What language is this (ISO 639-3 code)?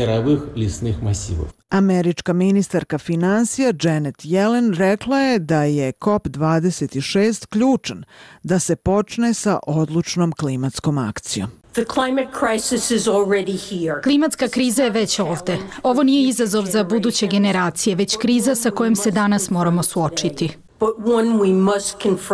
bos